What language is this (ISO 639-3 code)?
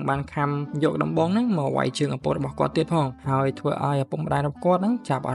khm